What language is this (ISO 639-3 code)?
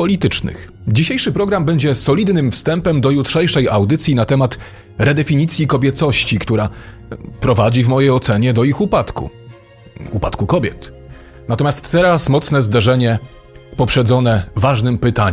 pol